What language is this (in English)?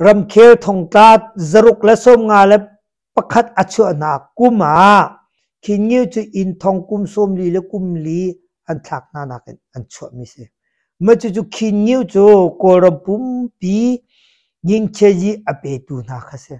Hakha Chin